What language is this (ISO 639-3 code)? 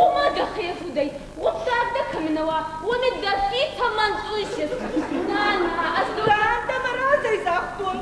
oss